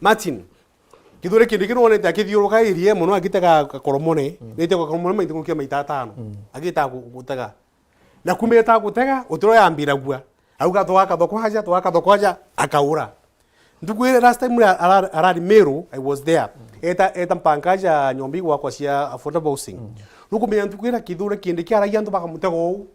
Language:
Meru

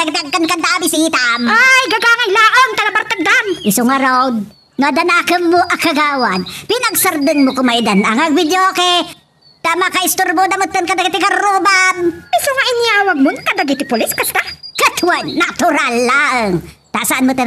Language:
Iloko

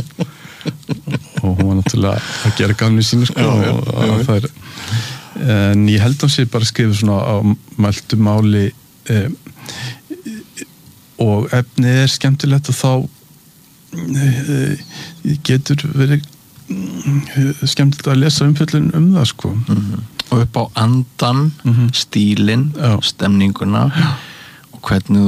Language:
Icelandic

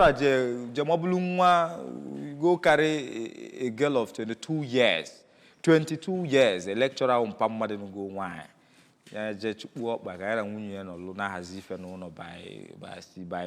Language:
Igbo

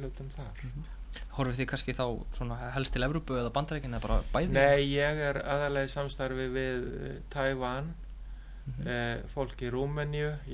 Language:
Icelandic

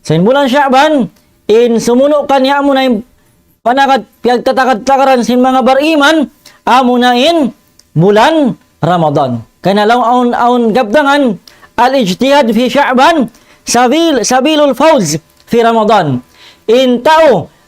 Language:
Tausug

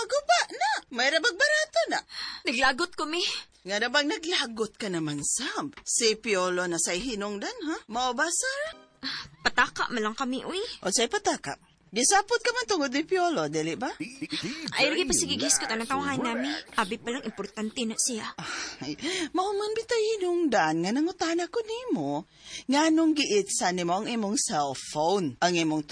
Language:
Cebuano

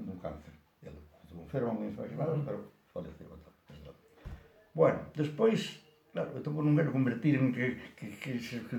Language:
Galician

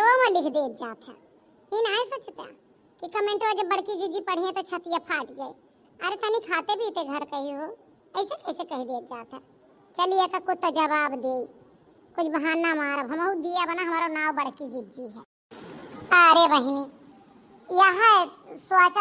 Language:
Awadhi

